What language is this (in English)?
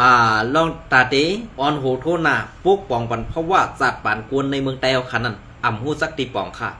Shan